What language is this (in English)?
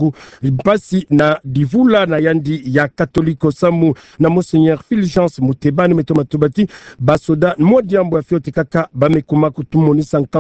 Kituba (Democratic Republic of Congo)